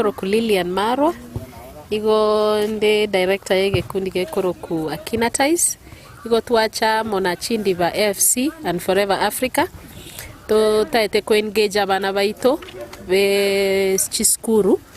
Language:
Gusii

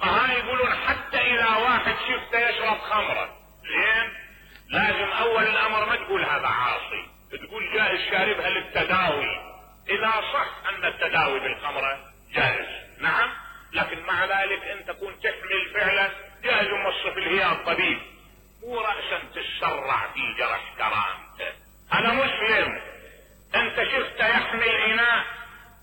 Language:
Mesopotamian Arabic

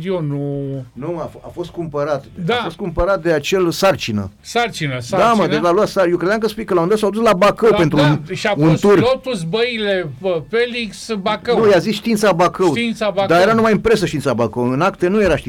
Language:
Romanian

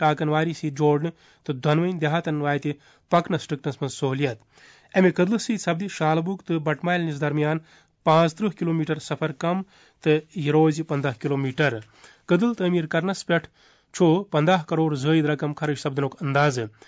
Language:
Kashmiri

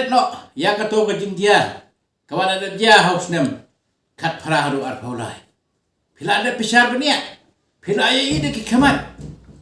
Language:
Khasi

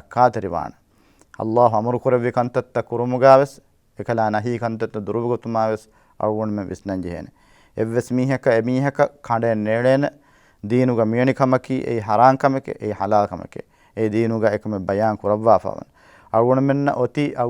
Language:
Divehi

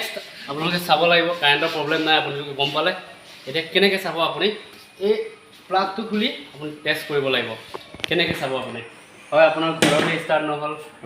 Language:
Assamese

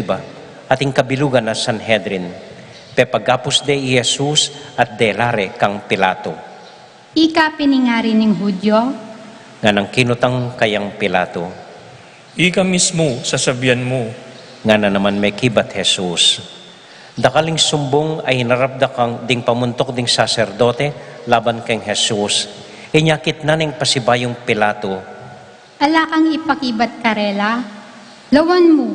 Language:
Pampanga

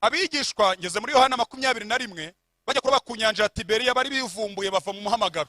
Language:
Kinyarwanda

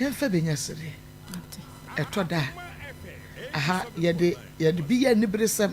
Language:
Akan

